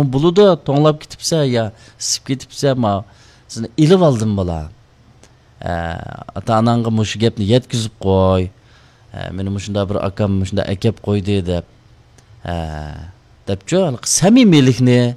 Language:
Uyghur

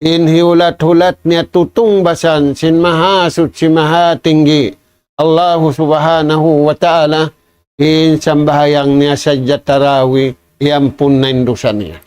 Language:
Tausug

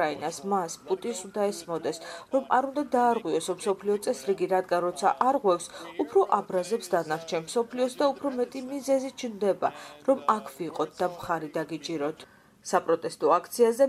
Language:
Georgian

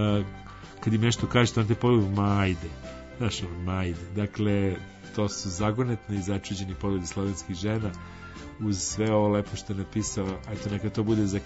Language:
Serbian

